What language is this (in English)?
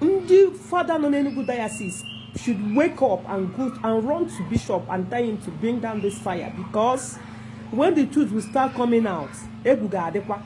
Igbo